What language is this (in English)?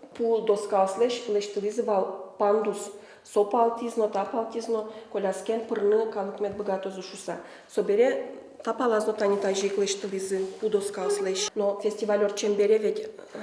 Udmurt